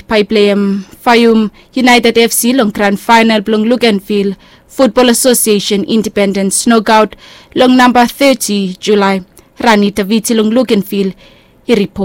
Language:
Bislama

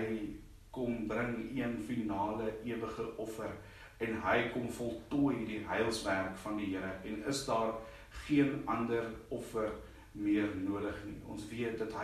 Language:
Afrikaans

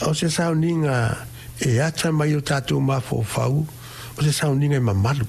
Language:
Samoan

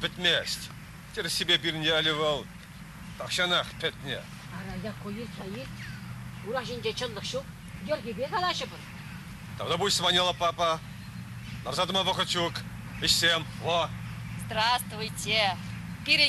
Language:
Chuvash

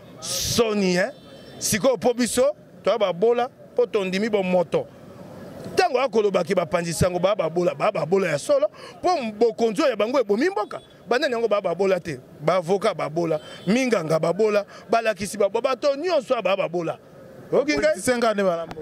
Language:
Lingala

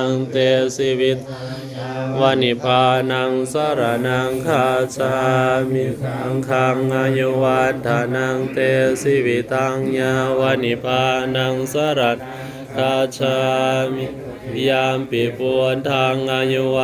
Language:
Pali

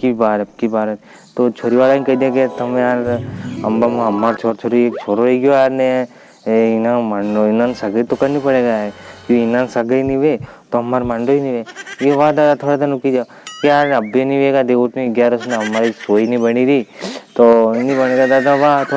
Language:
Rajasthani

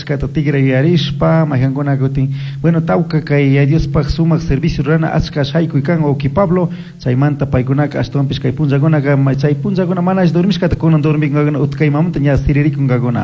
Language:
Chimborazo Highland Quichua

